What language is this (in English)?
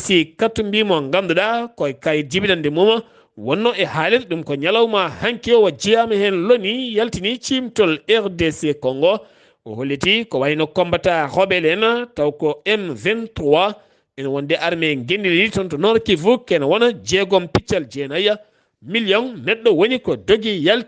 Fula